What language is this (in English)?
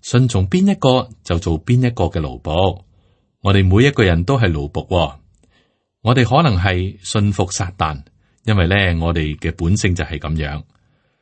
Cantonese